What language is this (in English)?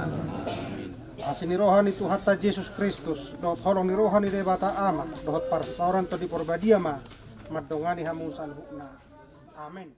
Batak Toba